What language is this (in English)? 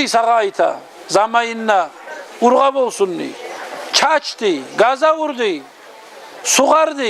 Kumyk